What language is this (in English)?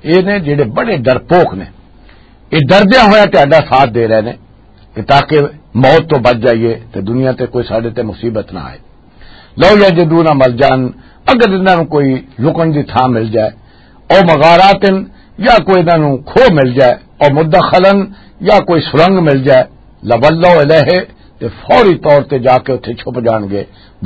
Western Panjabi